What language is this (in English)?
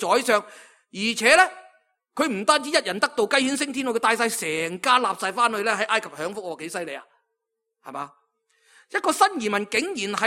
Cantonese